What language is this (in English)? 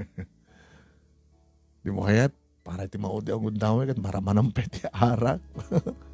Iloko